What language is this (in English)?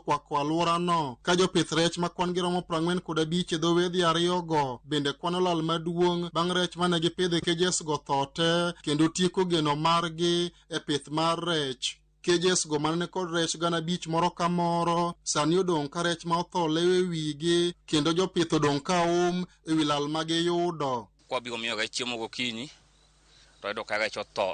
Luo (Kenya and Tanzania)